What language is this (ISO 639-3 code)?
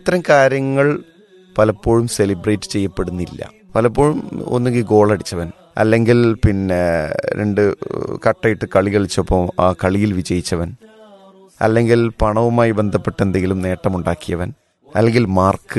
mal